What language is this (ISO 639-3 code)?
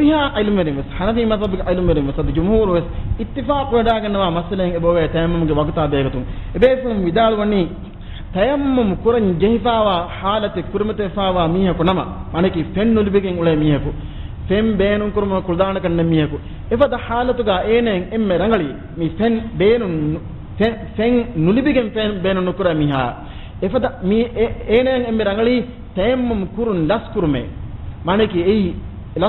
div